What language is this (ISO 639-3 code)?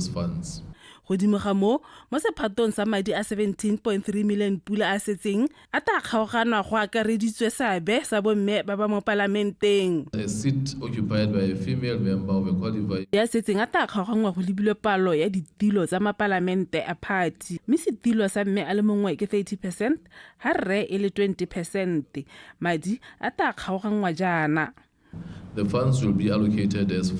tsn